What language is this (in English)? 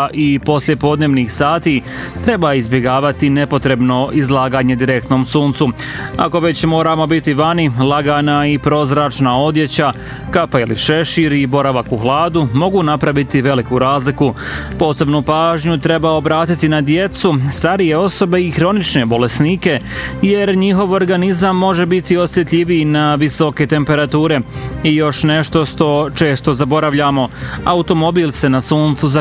Bosnian